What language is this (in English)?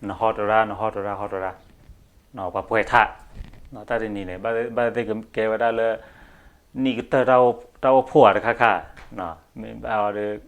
S'gaw Karen